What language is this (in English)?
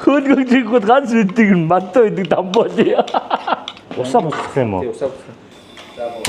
Mongolian